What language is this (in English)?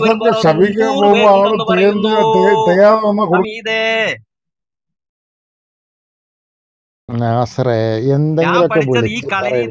Malayalam